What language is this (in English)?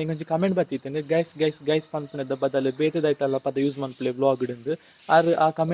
Tulu